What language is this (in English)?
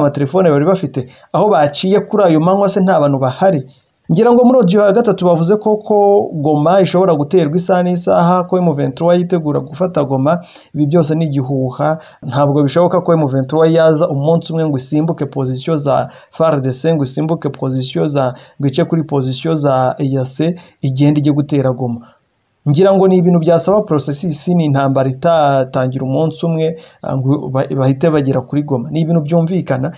Kinyarwanda